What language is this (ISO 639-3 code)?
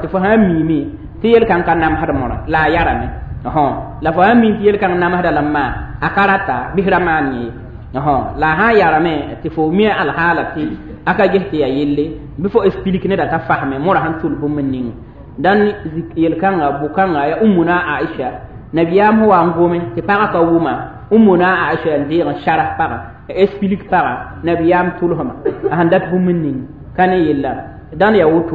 mos